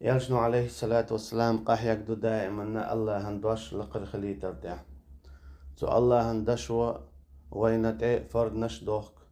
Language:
Chechen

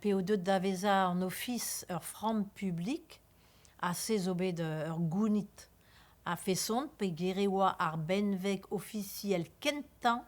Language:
Breton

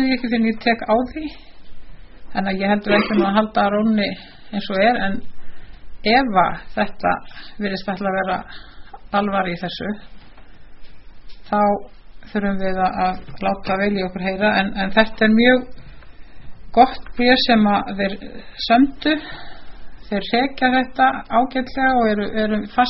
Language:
Icelandic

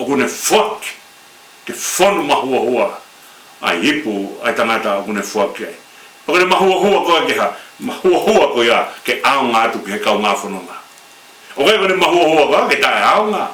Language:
Tongan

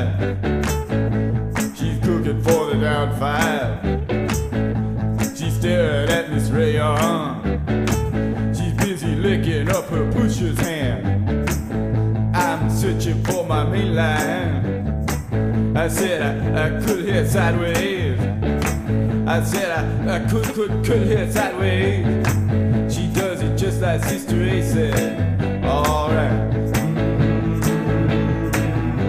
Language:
Swedish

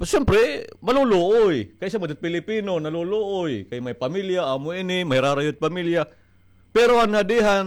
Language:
Waray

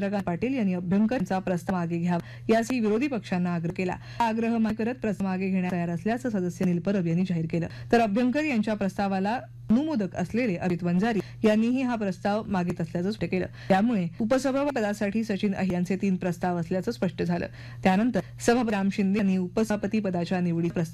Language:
Marathi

